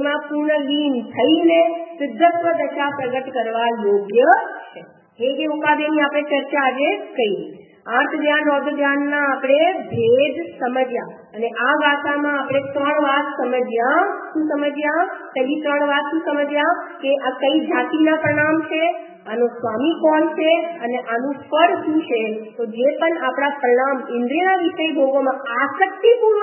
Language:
Gujarati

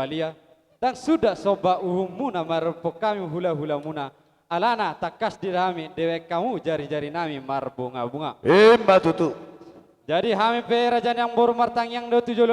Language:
Batak Toba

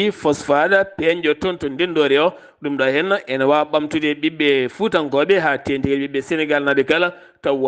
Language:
Fula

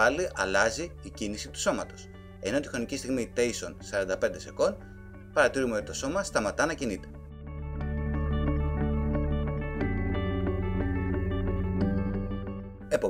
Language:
Greek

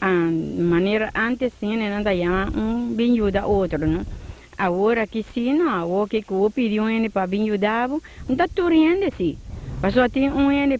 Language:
Papiamento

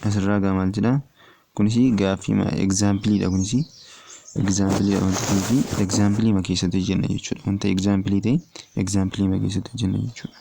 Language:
Oromo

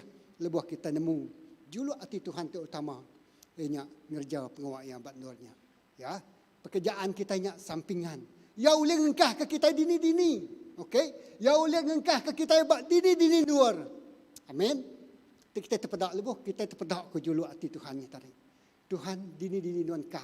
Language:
Iban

